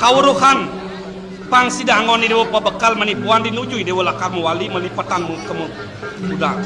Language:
Balinese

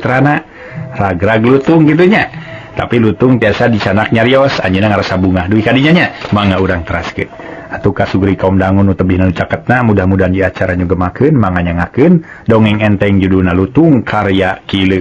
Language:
Sundanese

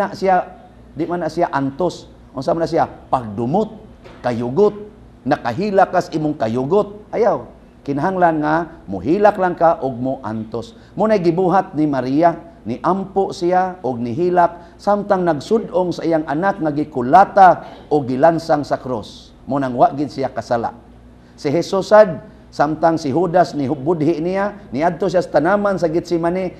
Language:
Cebuano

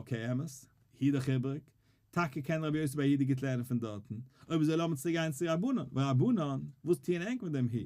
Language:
Yiddish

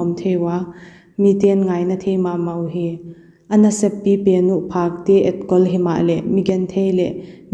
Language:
Paite Chin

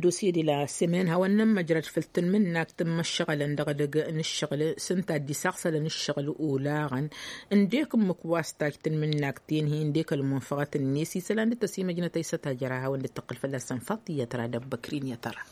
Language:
Tamasheq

